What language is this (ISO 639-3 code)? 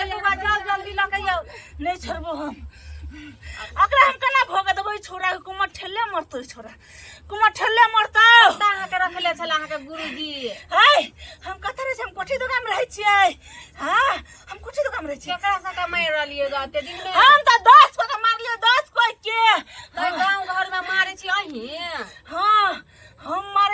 mai